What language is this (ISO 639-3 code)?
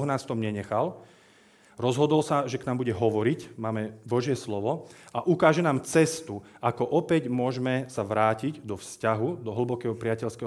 slk